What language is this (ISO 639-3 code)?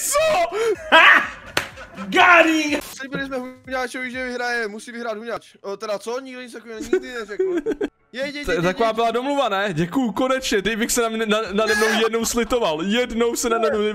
ces